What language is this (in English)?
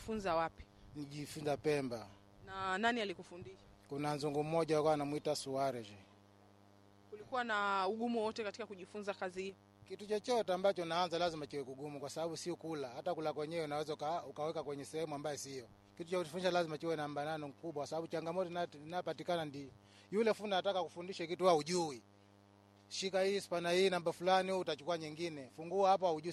Swahili